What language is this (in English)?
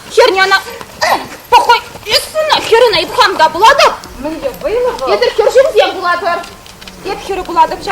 Chuvash